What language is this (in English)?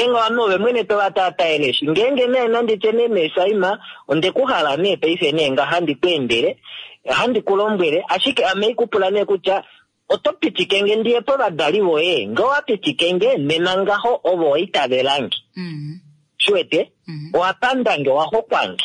Kuanyama